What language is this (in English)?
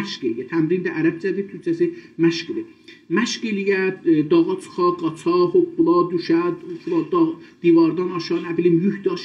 South Azerbaijani